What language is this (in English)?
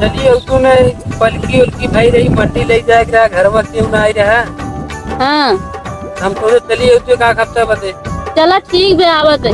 Awadhi